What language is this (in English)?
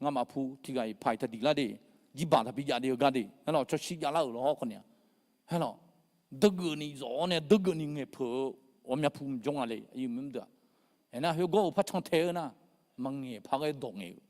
Akha